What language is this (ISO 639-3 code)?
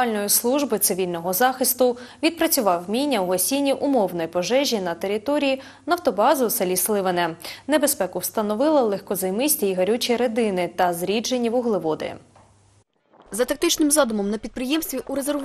ukr